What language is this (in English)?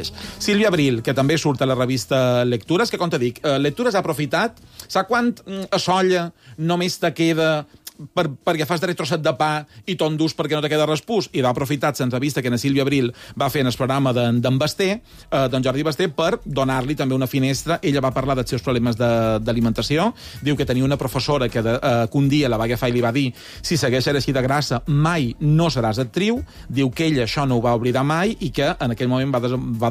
Catalan